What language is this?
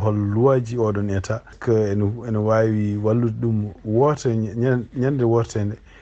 Fula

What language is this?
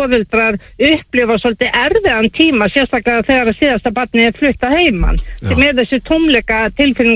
Icelandic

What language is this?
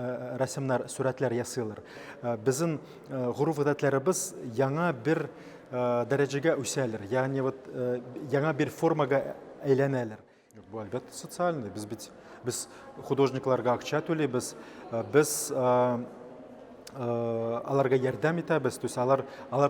Tatar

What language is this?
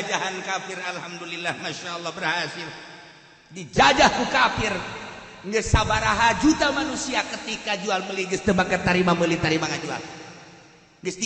Sundanese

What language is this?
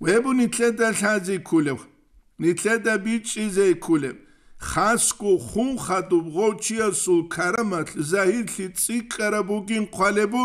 Avaric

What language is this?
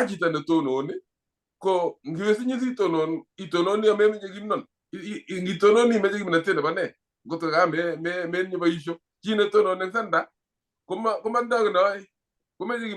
Kalenjin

